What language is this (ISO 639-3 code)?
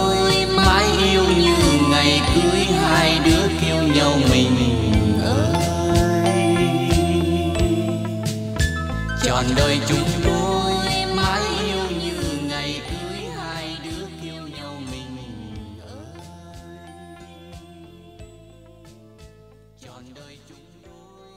vie